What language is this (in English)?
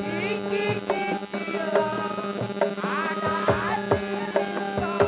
Betawi